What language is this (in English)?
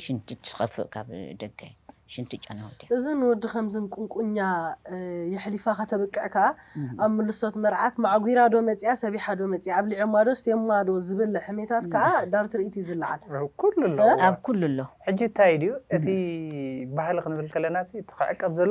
Tigrinya